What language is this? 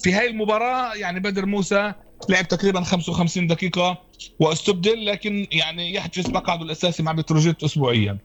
North Levantine Arabic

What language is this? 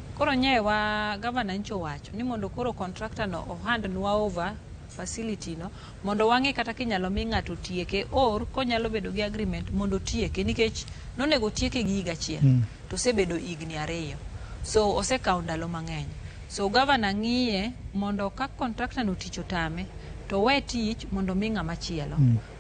Luo (Kenya and Tanzania)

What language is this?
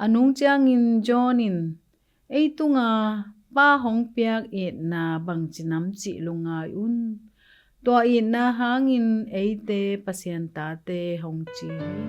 Tedim Chin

